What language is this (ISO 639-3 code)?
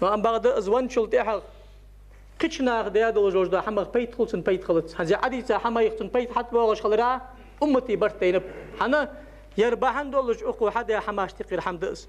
inh